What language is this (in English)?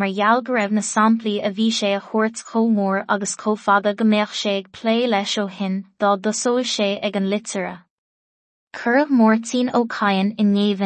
Irish